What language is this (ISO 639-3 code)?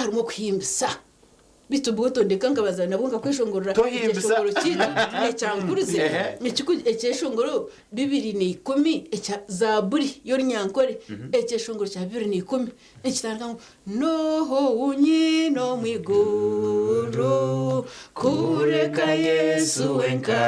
nyn